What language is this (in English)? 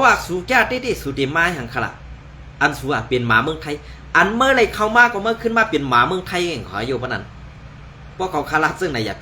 Shan